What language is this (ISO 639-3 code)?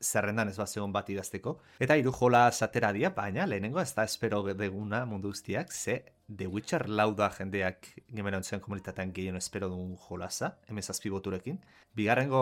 eus